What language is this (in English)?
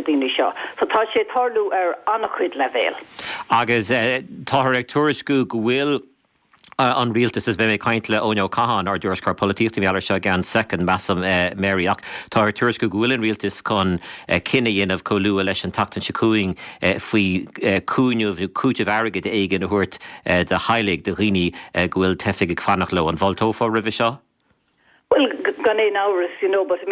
Irish